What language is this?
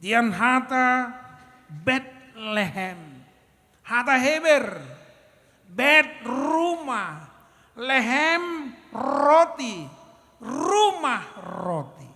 Batak Toba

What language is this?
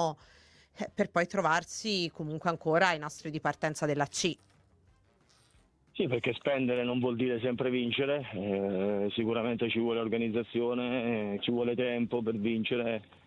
Italian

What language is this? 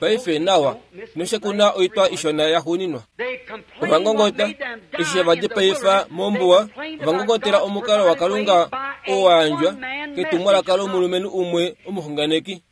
Kuanyama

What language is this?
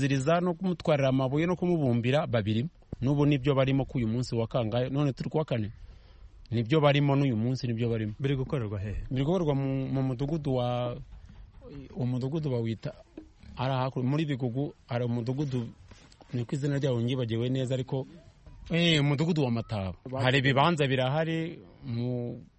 Kinyarwanda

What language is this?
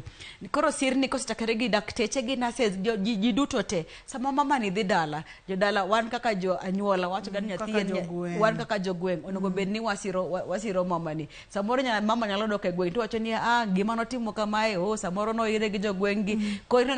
Luo (Kenya and Tanzania)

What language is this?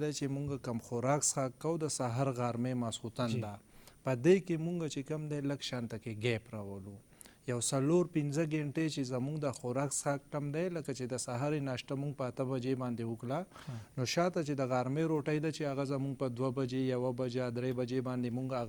Pashto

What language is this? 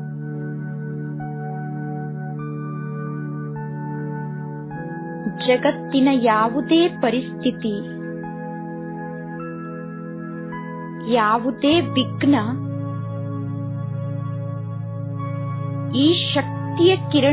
Kannada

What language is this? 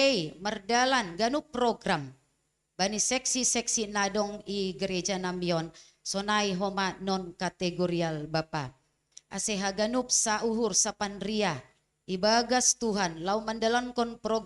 Batak Simalungun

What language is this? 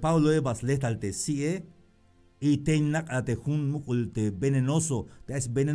Tzeltal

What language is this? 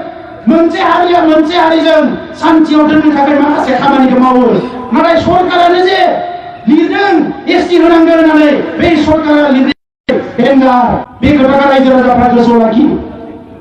Bodo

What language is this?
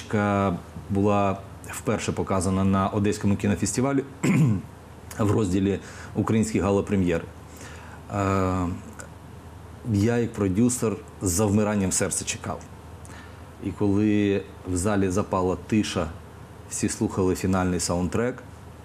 Ukrainian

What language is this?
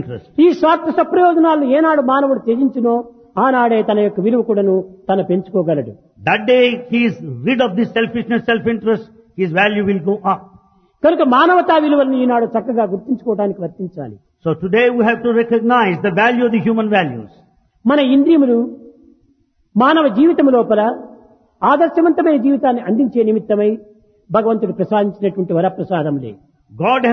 Telugu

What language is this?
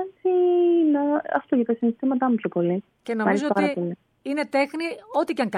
Greek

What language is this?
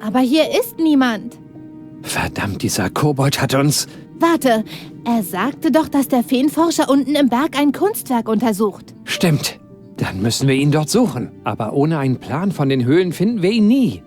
Bavarian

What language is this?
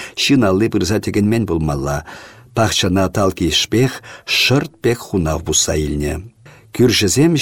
Chuvash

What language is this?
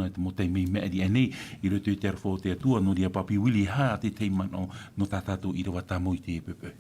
Tahitian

